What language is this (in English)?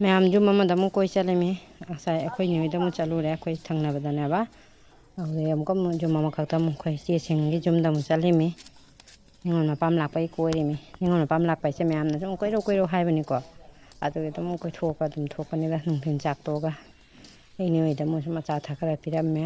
Manipuri